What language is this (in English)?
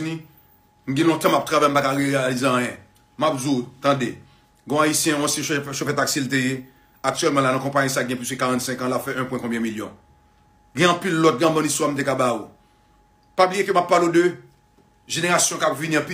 Haitian Creole